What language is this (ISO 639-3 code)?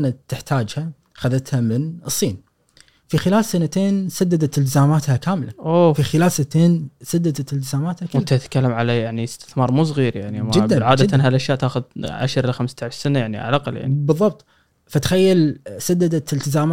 afb